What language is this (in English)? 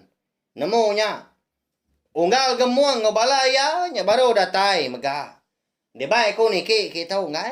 Iban